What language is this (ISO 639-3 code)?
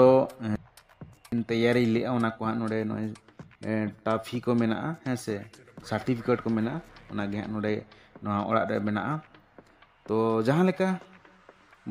sat